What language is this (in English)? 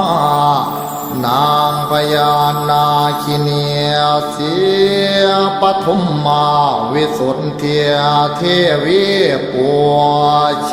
Pali